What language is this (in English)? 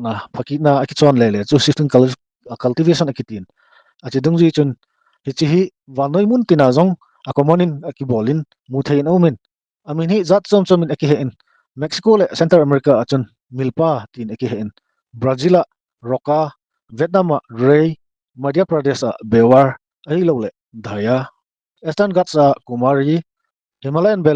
Thado Chin